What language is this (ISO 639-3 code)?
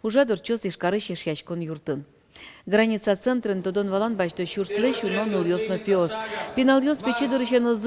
udm